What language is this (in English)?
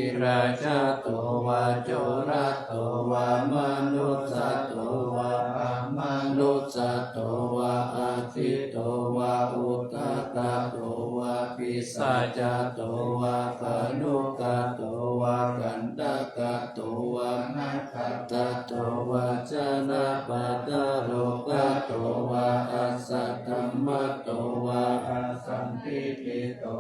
Pali